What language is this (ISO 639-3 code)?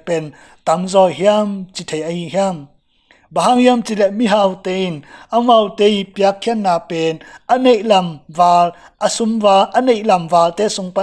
ctd